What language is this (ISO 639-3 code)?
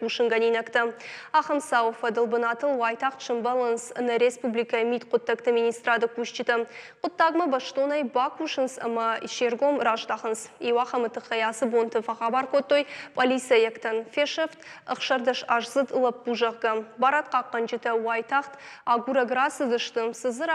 oss